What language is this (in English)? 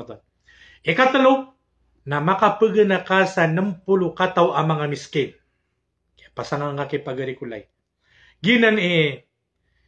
Maranao